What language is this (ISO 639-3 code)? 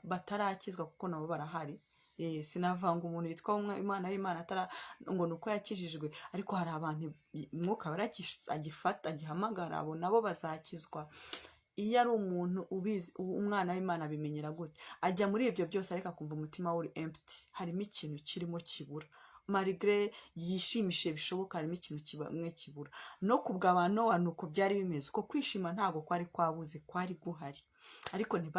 kin